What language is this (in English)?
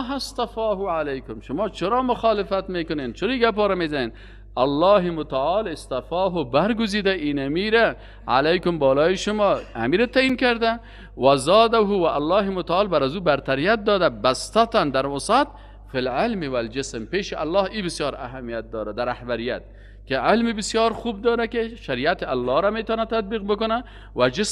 Persian